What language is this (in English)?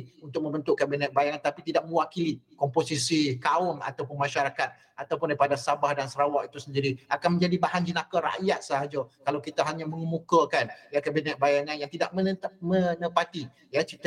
Malay